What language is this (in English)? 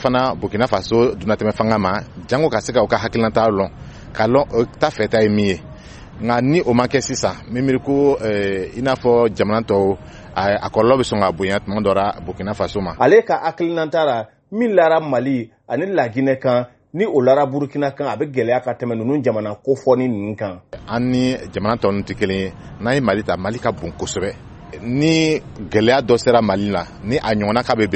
Bambara